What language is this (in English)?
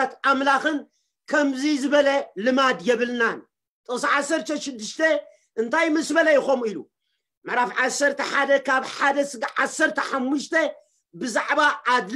Tigrinya